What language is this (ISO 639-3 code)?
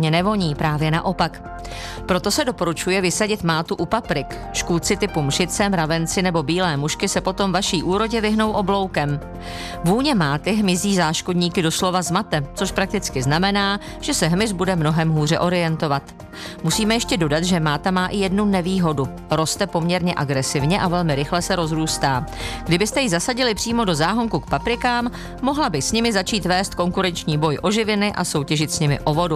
ces